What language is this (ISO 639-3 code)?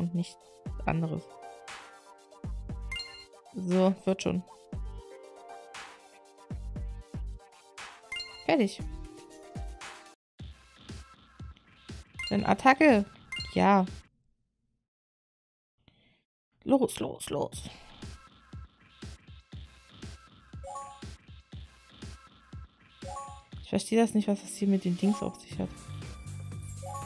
deu